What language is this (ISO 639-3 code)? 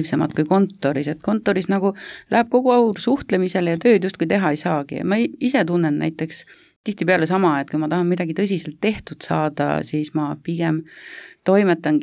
est